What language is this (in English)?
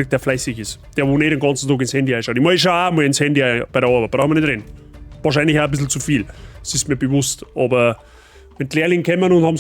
Bavarian